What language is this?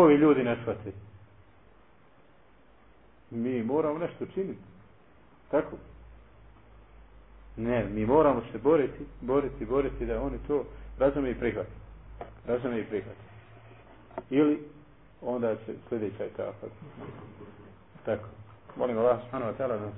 Bosnian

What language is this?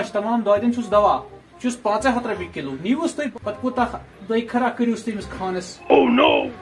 Kashmiri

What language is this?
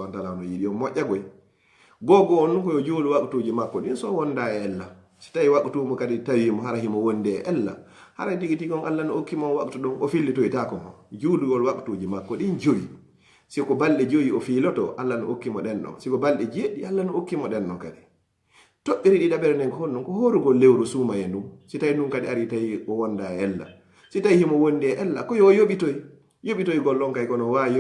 Fula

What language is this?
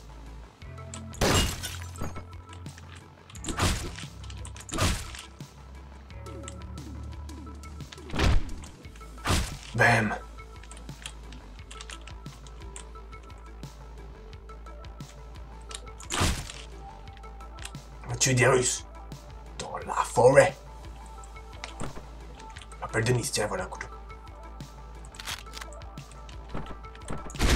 French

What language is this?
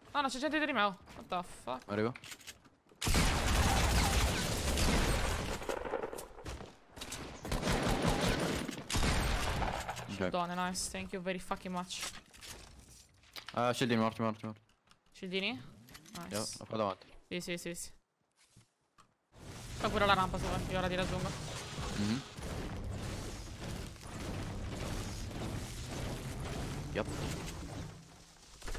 Italian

